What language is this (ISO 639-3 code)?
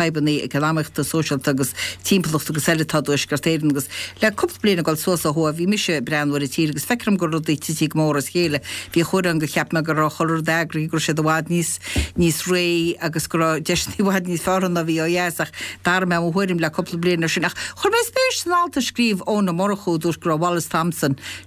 gle